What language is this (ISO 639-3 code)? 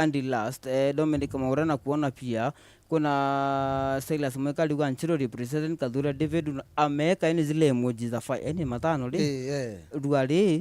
mer